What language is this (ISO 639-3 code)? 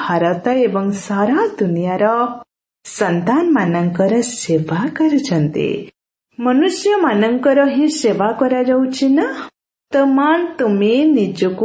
ori